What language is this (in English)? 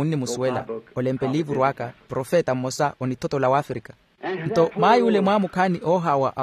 Makhuwa